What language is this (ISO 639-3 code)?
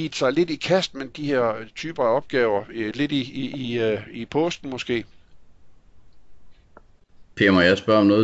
dan